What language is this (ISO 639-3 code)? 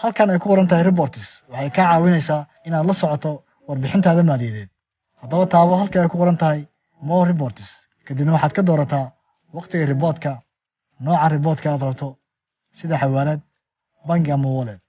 som